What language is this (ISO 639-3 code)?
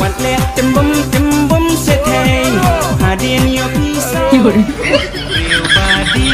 kha